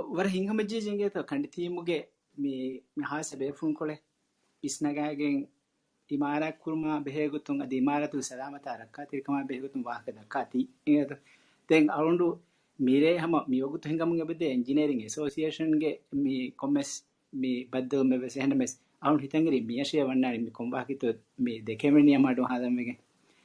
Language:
Divehi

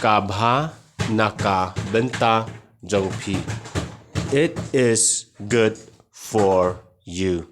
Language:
Khasi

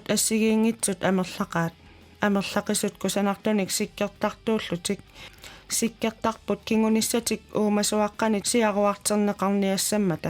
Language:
Kalaallisut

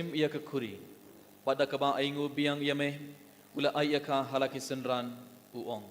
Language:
Khasi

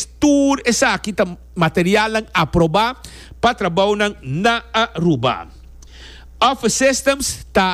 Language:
Papiamento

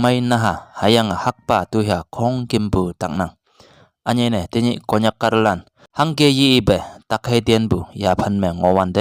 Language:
Konyak Naga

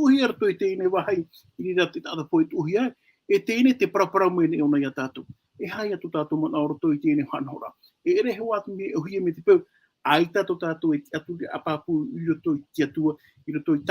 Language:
Tahitian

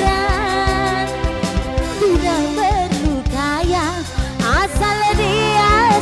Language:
Musi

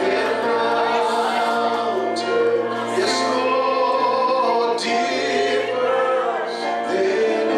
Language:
Fijian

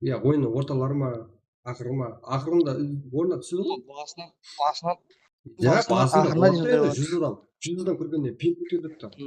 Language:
Kara-Kalpak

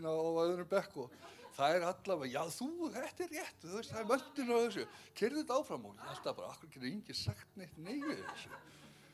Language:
Icelandic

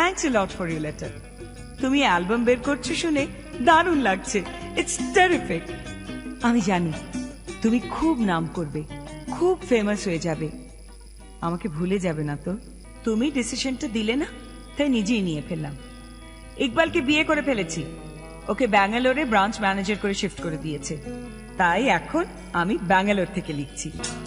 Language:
Bangla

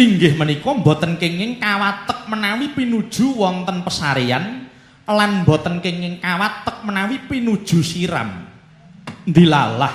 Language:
Javanese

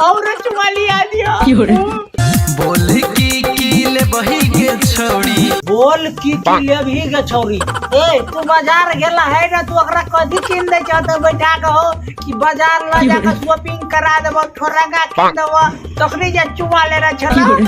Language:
Maithili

